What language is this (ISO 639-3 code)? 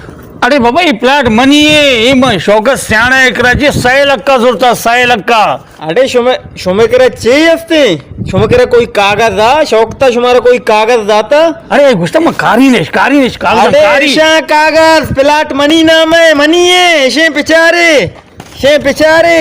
bal